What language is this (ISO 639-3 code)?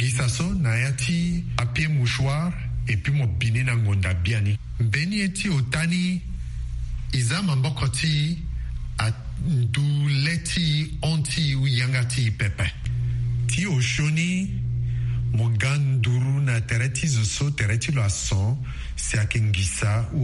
sag